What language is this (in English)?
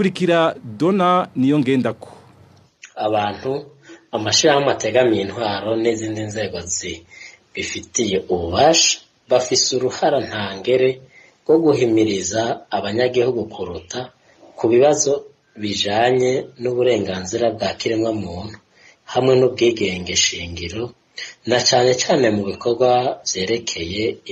Rundi